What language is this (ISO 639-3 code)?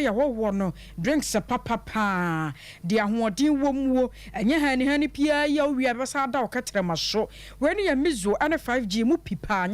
aka